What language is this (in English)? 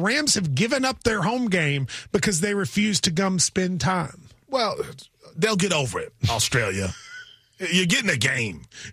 English